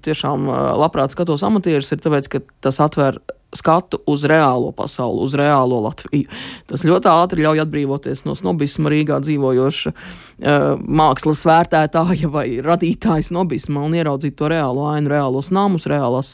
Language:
Latvian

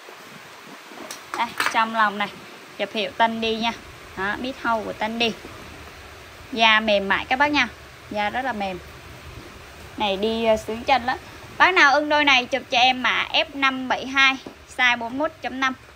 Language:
Vietnamese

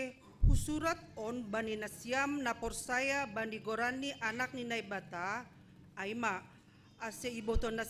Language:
Batak Simalungun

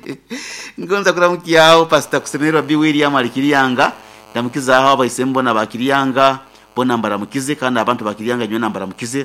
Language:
Nyoro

